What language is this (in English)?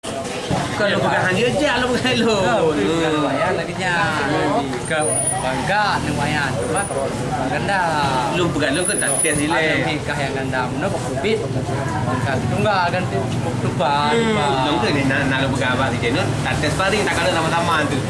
Achinese